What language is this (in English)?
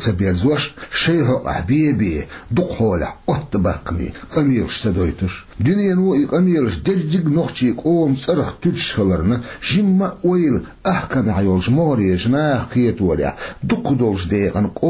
Chechen